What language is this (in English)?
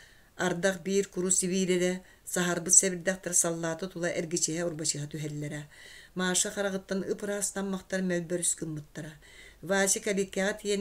Yakut